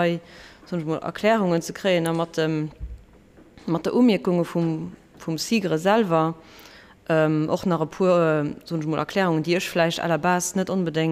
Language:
Luxembourgish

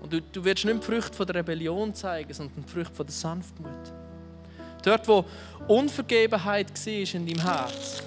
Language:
Swiss German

